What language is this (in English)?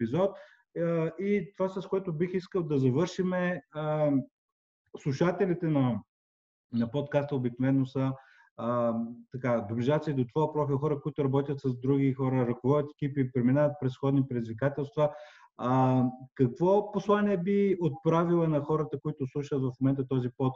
Bulgarian